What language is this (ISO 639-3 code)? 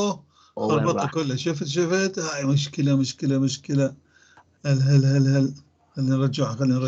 apc